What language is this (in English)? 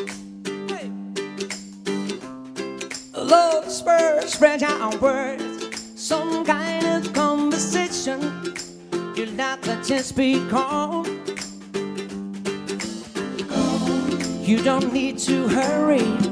Hungarian